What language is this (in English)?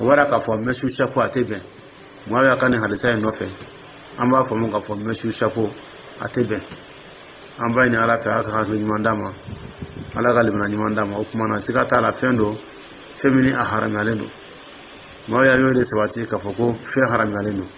Dyula